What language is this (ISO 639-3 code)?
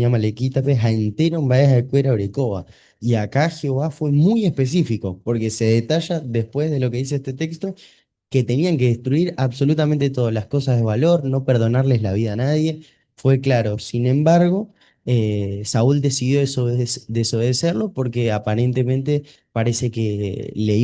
grn